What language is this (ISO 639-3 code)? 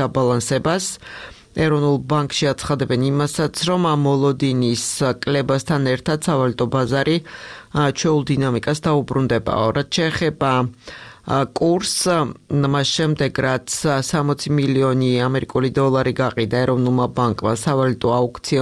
kat